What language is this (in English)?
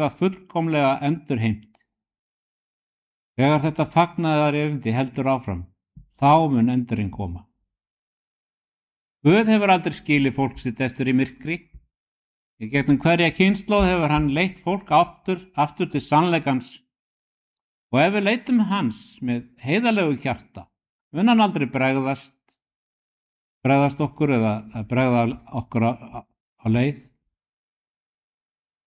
Icelandic